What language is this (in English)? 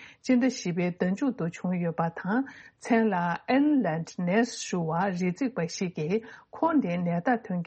Tibetan